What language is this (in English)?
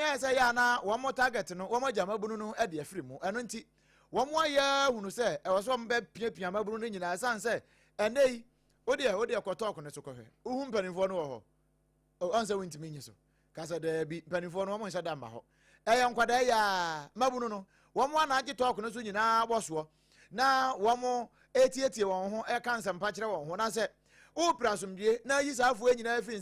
Akan